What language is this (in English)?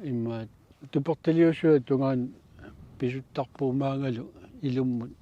Kalaallisut